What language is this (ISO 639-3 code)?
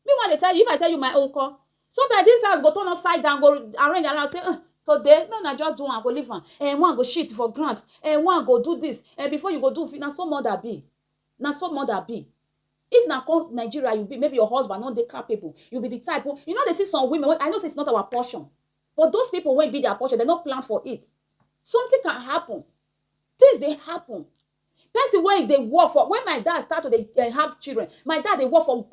pcm